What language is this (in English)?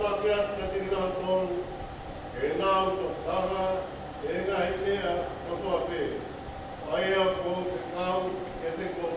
Tongan